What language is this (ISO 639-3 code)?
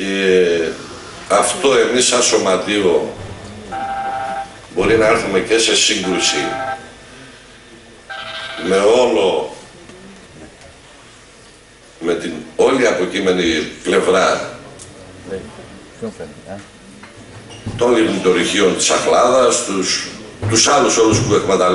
ell